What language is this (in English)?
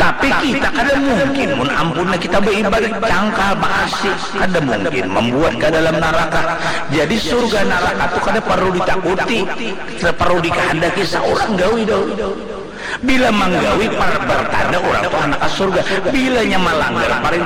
Banjar